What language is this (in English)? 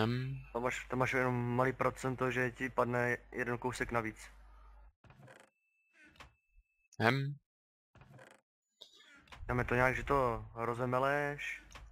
Czech